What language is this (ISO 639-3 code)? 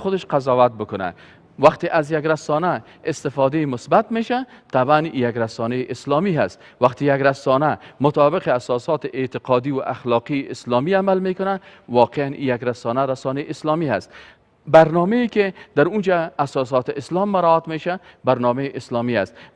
fas